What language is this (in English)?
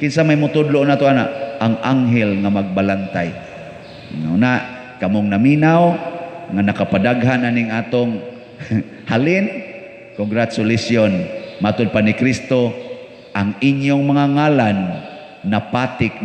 Cebuano